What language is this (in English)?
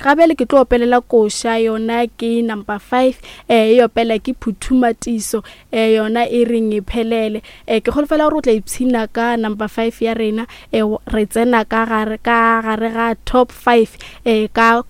Northern Sotho